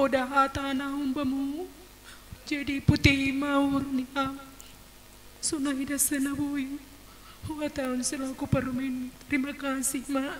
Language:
Batak Simalungun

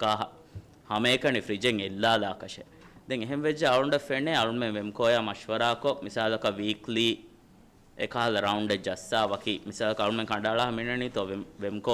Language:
Divehi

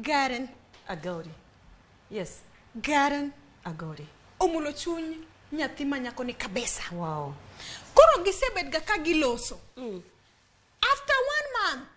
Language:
Luo (Kenya and Tanzania)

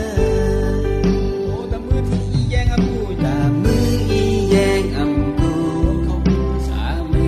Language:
Thai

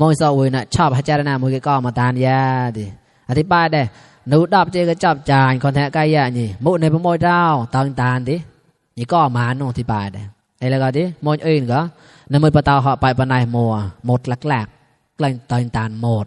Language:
Mon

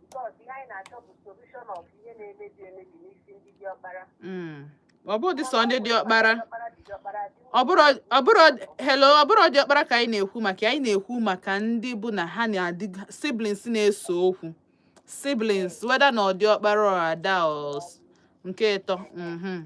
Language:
Igbo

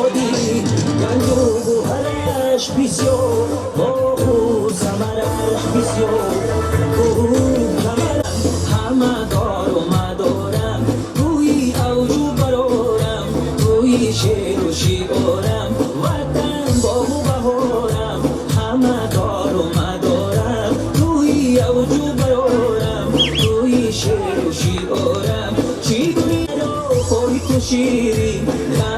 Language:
Tajik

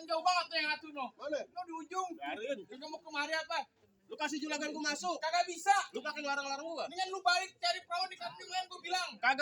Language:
Betawi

